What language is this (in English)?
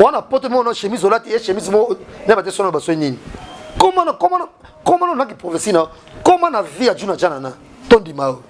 Lingala